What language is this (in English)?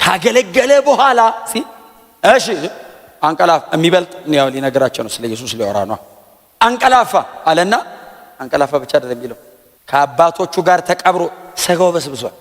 Amharic